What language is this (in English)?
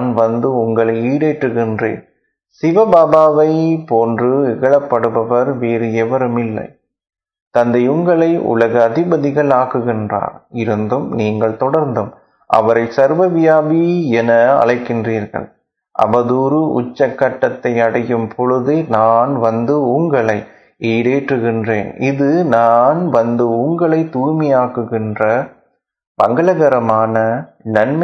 Tamil